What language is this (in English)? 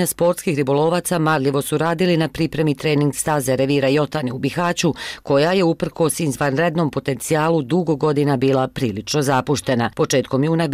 Bosnian